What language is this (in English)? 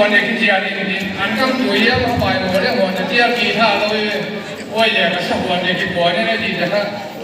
Paite Chin